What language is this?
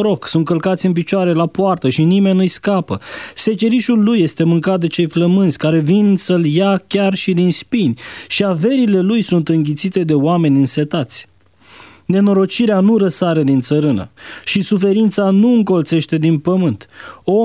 Romanian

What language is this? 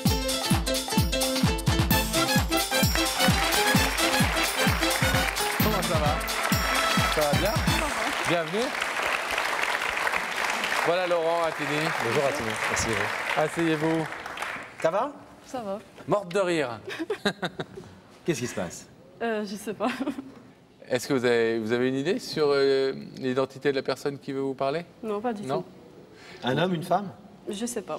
French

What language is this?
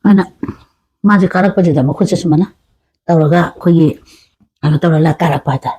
Manipuri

